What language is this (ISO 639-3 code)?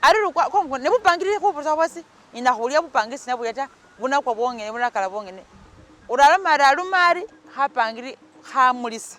myx